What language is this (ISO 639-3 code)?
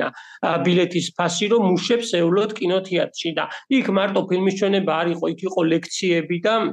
kat